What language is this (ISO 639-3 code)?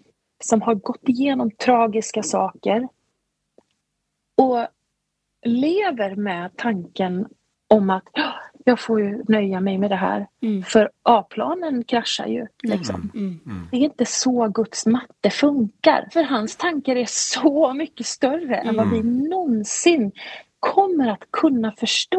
swe